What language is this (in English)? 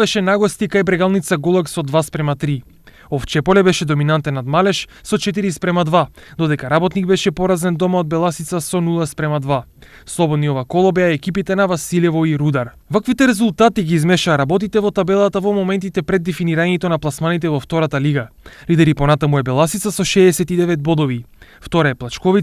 Macedonian